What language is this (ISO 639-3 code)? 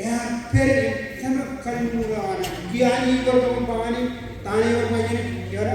mah